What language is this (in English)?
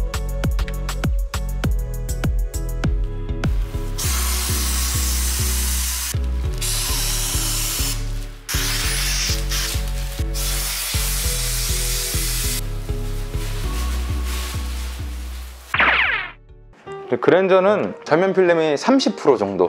Korean